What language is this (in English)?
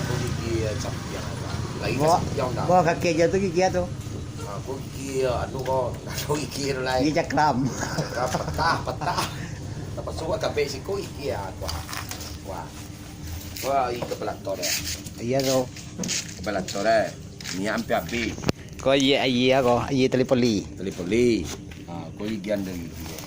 Minangkabau